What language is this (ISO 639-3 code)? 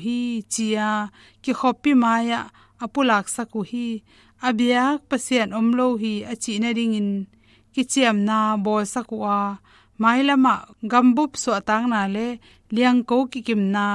ctd